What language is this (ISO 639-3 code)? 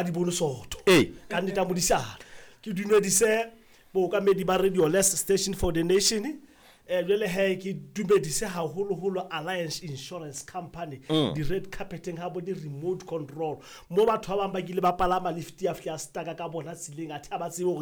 sot